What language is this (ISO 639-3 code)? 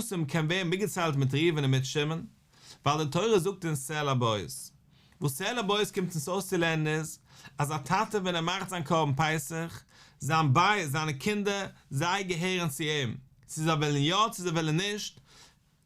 yid